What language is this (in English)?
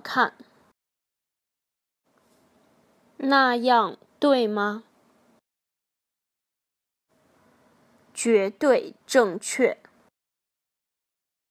Chinese